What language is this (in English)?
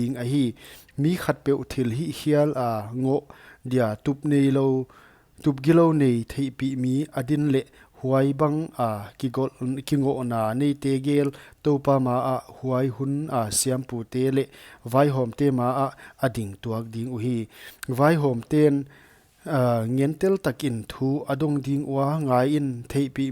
Paite Chin